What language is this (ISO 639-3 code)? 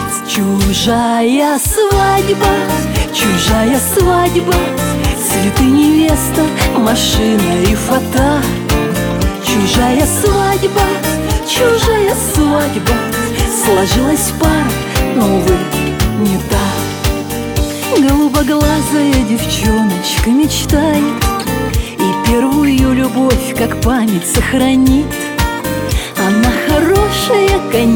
rus